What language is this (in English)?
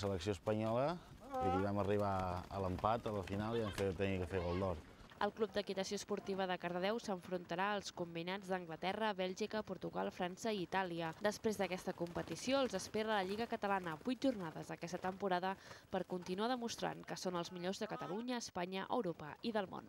Catalan